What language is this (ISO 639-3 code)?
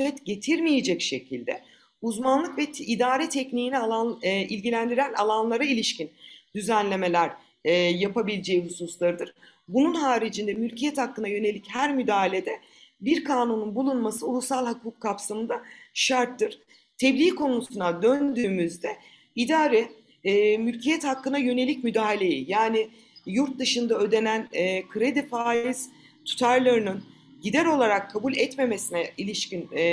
tur